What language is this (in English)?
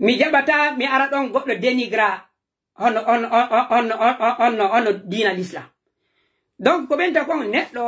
Pular